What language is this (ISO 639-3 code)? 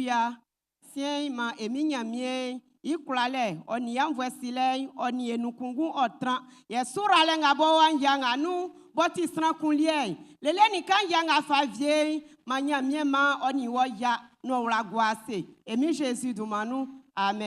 bci